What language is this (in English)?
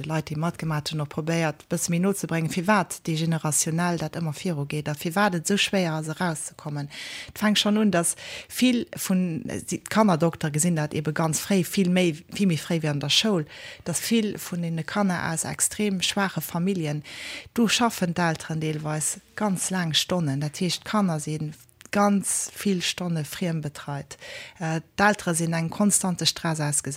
Luxembourgish